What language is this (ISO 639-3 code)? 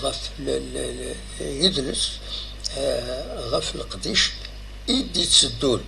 kab